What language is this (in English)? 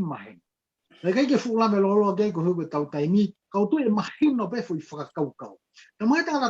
Tongan